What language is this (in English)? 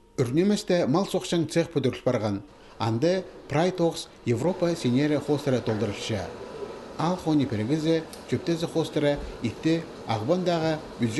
Khakas